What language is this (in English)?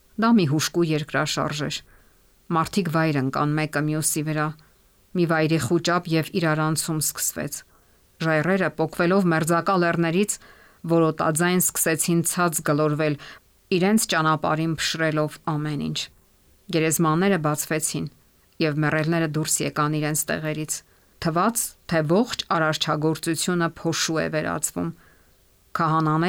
Armenian